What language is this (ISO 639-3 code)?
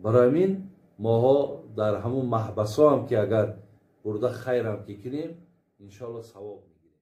tgk